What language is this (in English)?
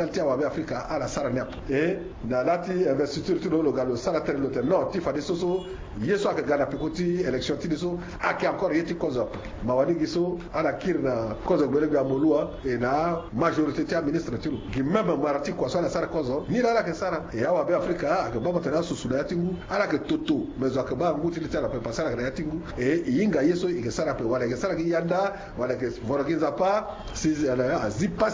Sango